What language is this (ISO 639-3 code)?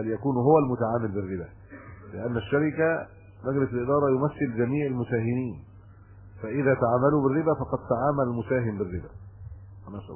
ara